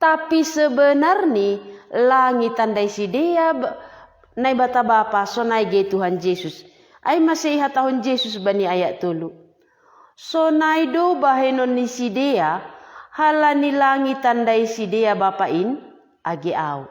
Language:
Batak Simalungun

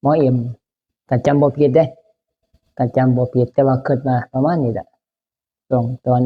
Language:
Northeastern Thai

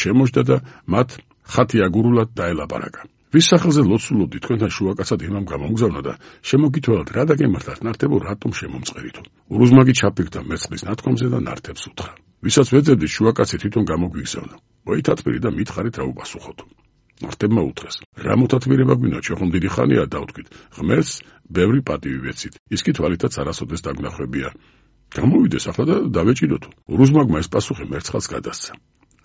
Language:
Georgian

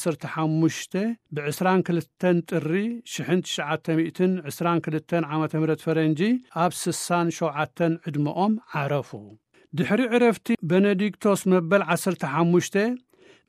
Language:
Tigrinya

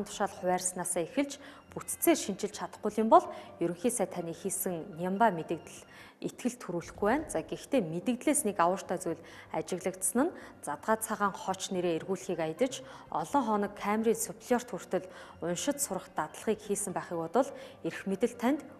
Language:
Mongolian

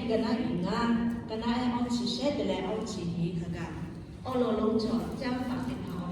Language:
Lahu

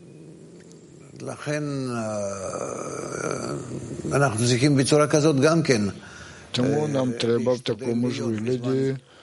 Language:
Ukrainian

